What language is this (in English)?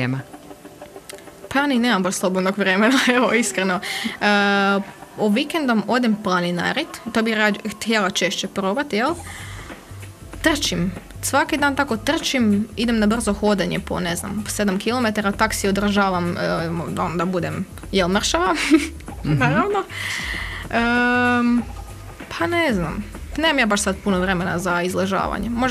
Croatian